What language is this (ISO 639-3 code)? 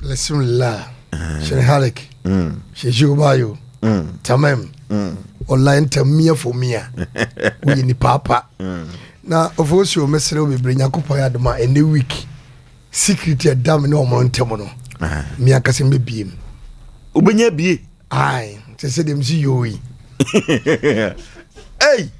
aka